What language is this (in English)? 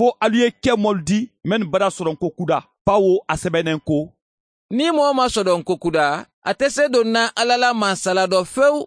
Mandingo